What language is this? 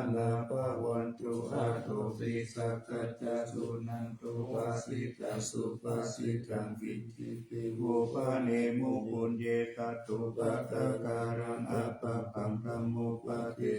Pali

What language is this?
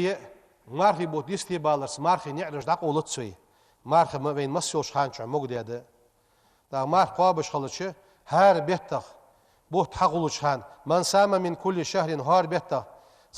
Ingush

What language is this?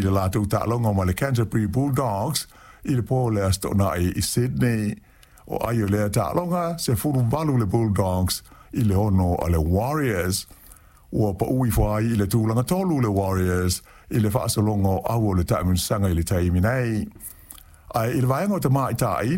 Samoan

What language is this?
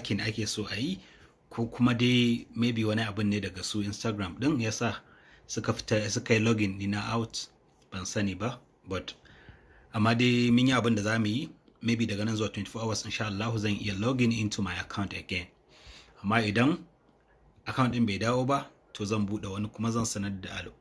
Hausa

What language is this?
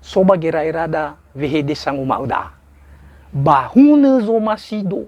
Nias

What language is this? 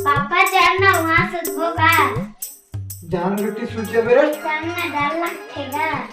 Chhattisgarhi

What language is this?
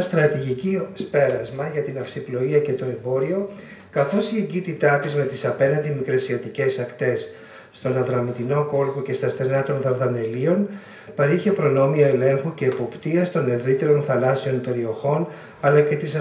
Greek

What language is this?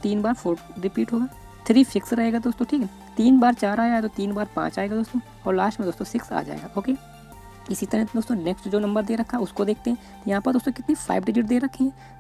Hindi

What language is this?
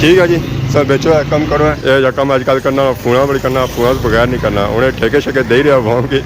Pahari-Potwari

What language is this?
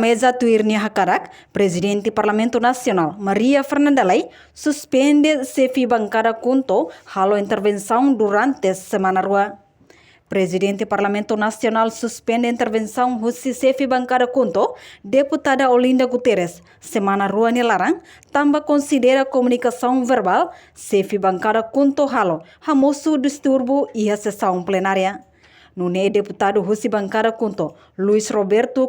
Tetum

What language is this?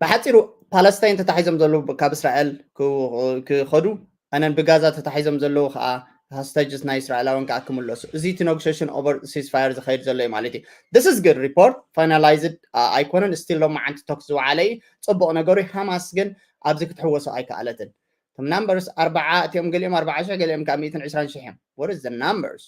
Tigrinya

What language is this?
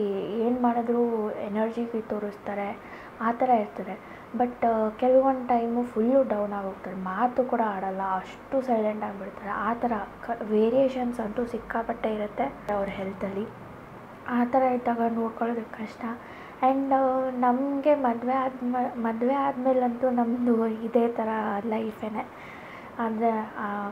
Kannada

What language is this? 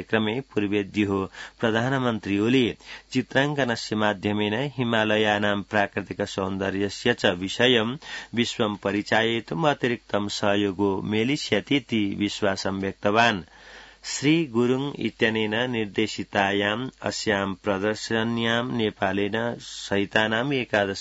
Sanskrit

